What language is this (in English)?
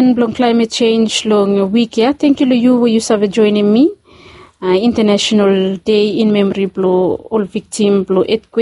Bislama